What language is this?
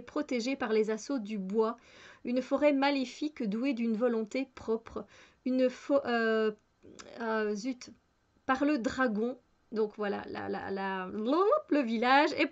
French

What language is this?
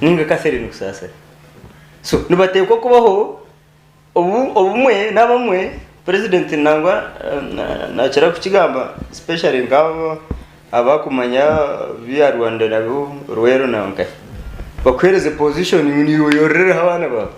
Nyankole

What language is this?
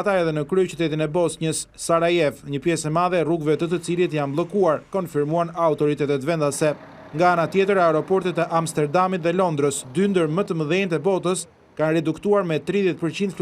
Albanian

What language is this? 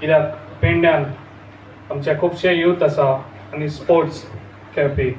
Konkani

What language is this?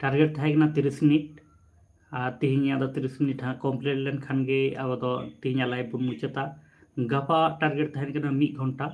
Santali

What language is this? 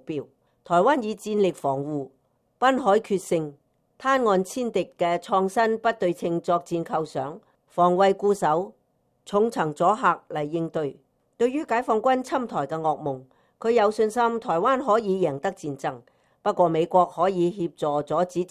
Cantonese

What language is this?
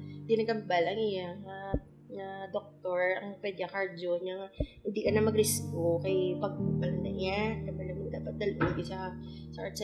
Hiligaynon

